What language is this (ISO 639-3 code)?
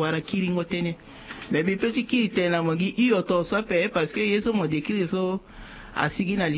sag